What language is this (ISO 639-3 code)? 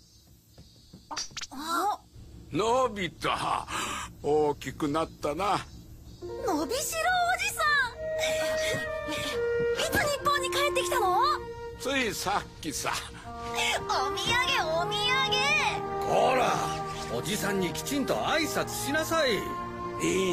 jpn